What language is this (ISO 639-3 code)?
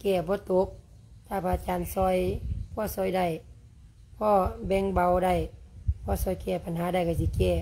lao